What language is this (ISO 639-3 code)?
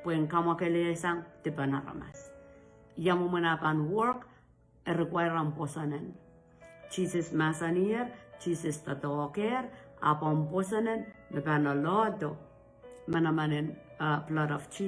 pon